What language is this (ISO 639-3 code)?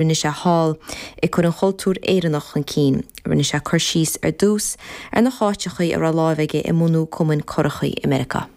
gle